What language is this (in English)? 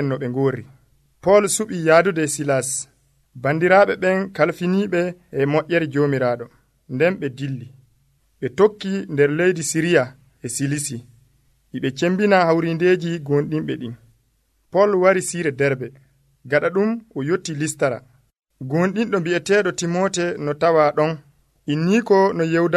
Nigerian Fulfulde